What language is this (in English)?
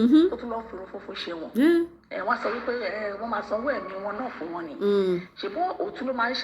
Yoruba